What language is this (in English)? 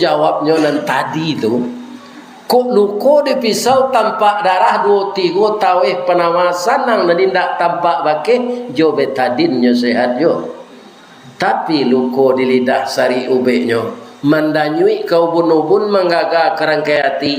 Minangkabau